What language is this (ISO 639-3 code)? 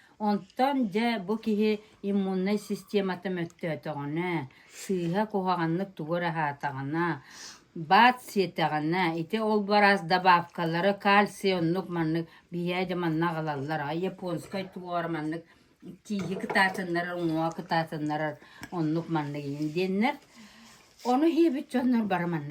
sah